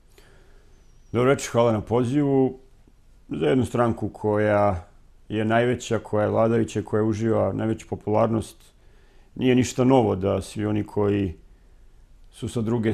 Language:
Serbian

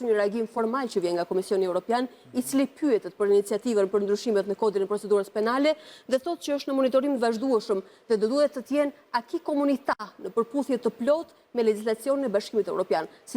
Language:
Albanian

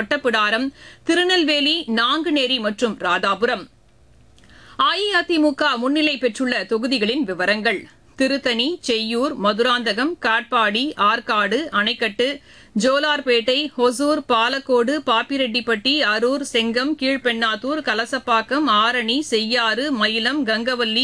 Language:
Tamil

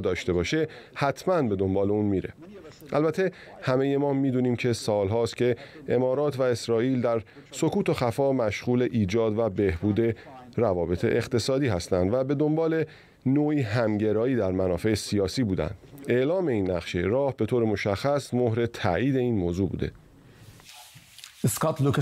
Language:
Persian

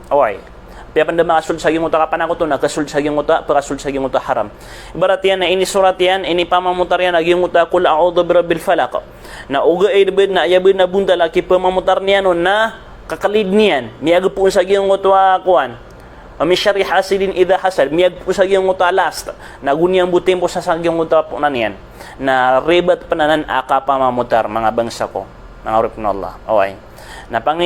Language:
Maranao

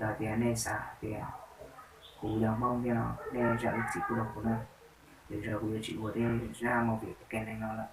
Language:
Hmong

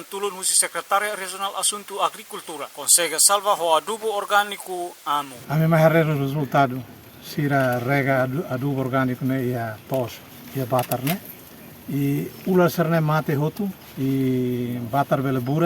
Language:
Tetum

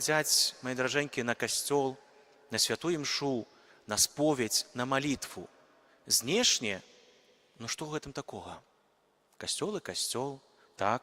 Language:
Belarusian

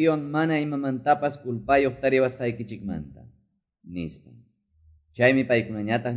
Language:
Quechua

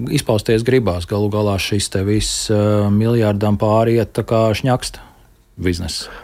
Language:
Latvian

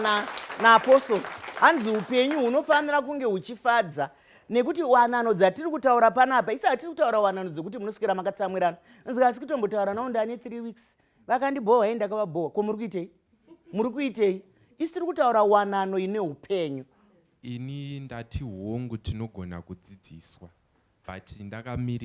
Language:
Shona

